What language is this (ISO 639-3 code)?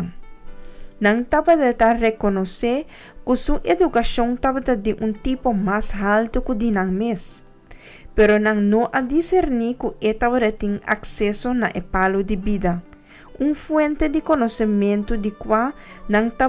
pap